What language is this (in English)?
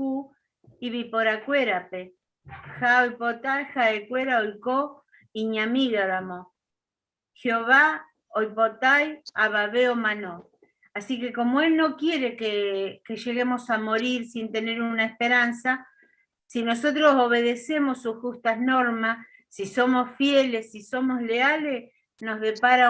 Guarani